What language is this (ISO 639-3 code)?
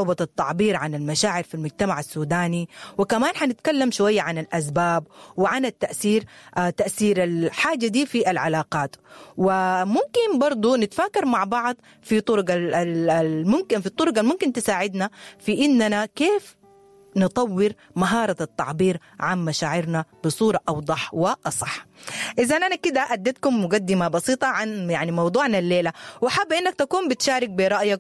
apd